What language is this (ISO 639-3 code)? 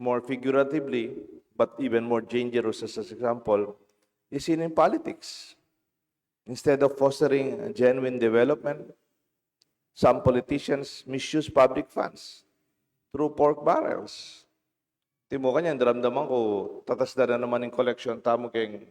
pam